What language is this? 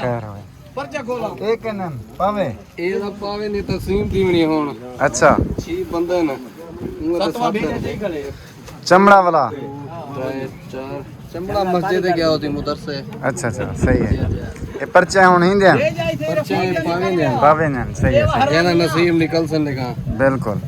Saraiki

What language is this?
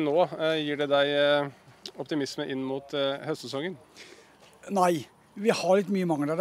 Norwegian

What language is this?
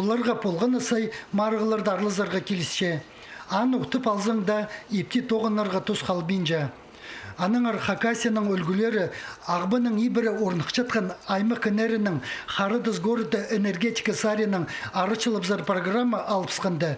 Khakas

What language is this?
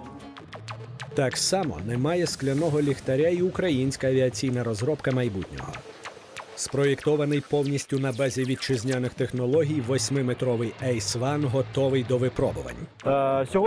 Ukrainian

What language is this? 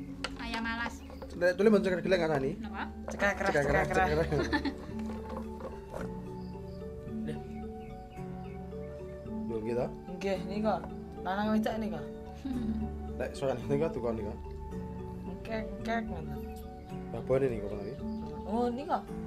Javanese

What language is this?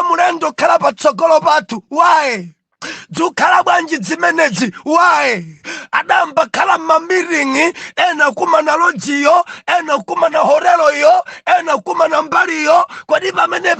Nyanja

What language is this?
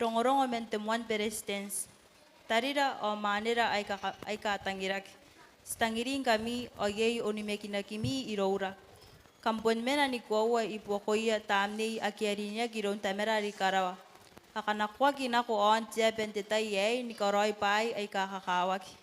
Gilbertese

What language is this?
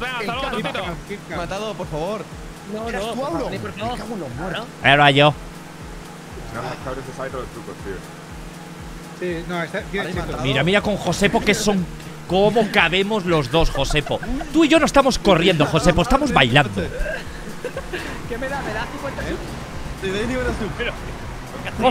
Spanish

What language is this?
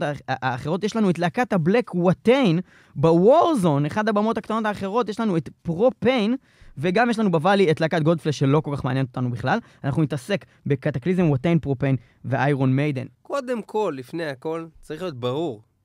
Hebrew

